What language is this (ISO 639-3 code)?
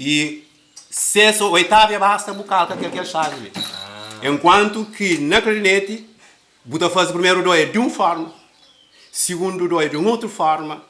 kea